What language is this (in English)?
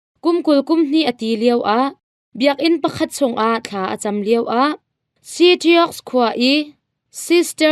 Hakha Chin